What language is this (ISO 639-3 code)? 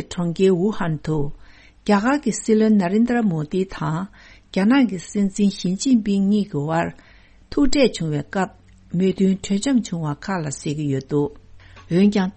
bod